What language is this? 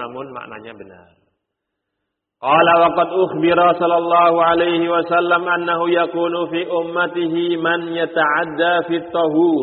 Indonesian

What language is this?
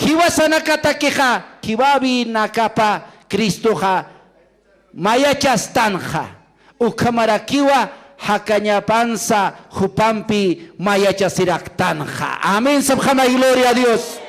Aymara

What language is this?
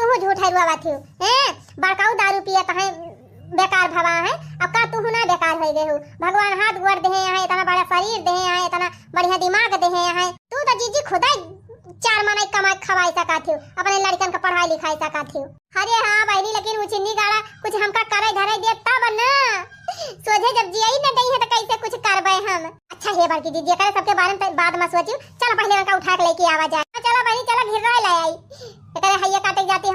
Awadhi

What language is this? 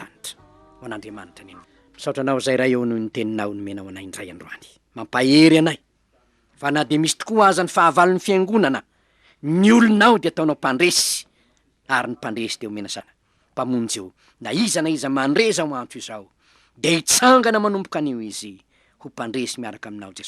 Malagasy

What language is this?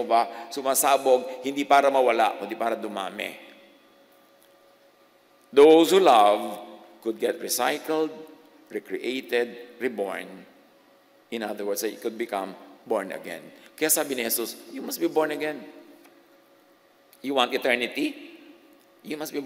Filipino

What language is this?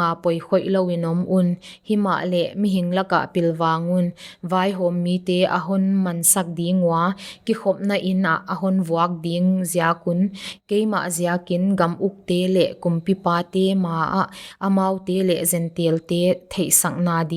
Paite Chin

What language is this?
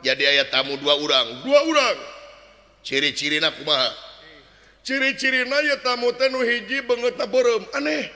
Sundanese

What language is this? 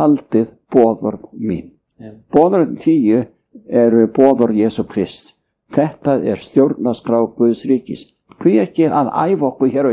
Icelandic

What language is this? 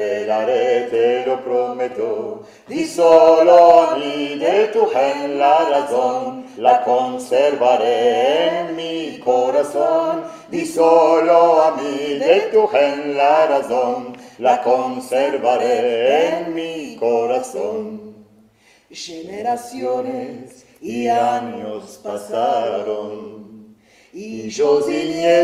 Ladino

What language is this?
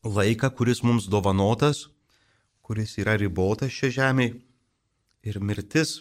Lithuanian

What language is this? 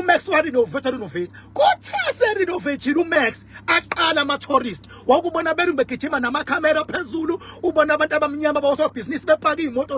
Zulu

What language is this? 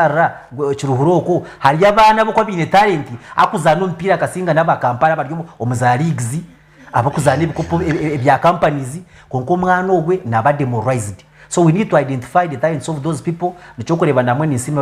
Nyankole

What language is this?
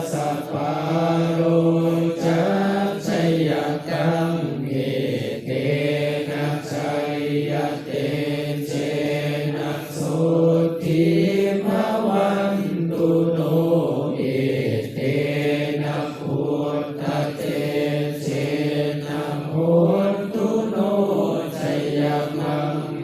Pali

